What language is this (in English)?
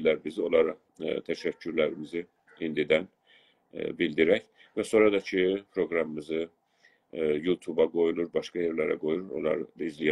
South Azerbaijani